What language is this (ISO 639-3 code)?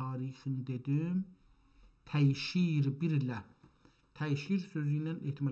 azb